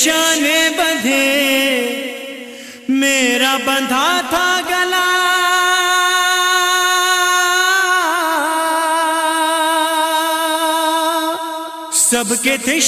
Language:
Urdu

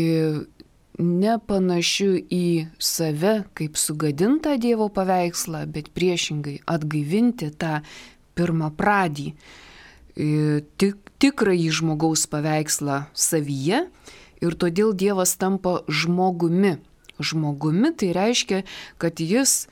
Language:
Lithuanian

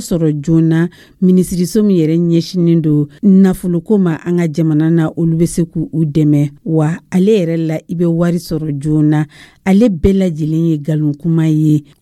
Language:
Dyula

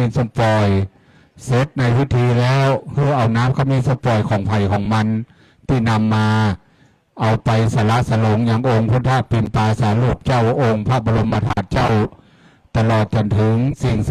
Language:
Pali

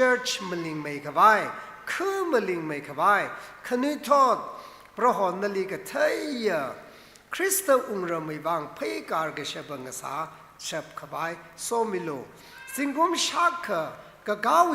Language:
Tangkhul Naga (India)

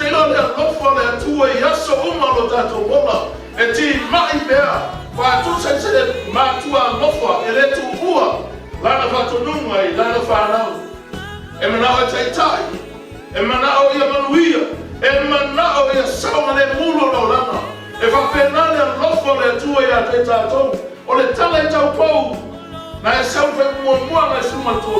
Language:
Samoan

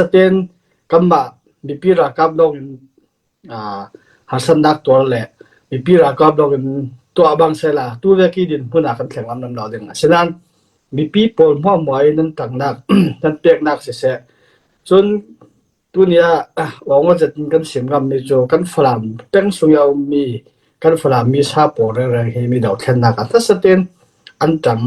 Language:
Falam Chin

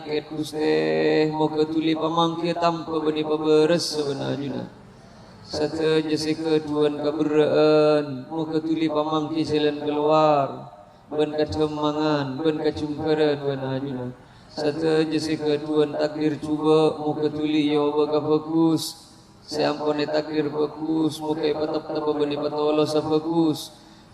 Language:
Madurese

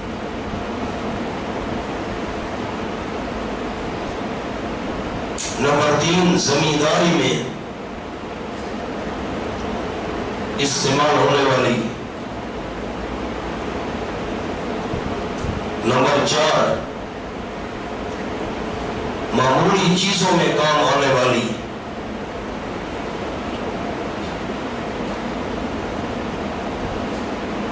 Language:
Urdu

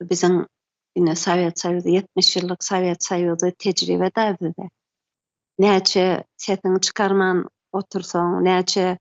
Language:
Turkmen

